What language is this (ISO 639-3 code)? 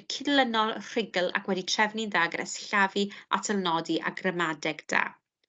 cym